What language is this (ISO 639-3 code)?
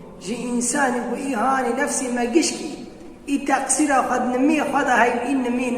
kur